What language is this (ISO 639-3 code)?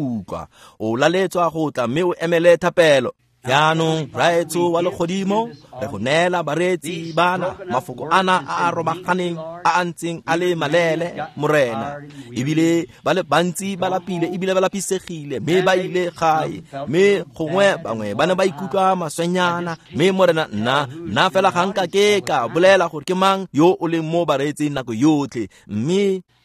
tsn